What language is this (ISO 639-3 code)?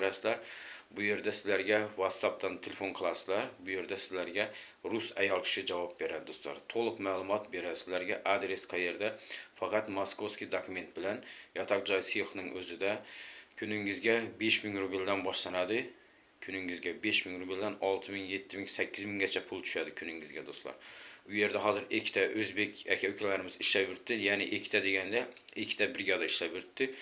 uzb